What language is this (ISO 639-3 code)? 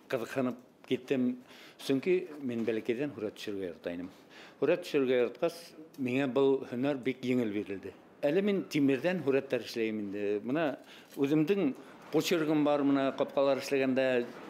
bak